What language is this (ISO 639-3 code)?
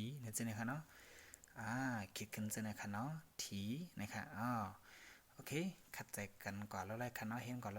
shn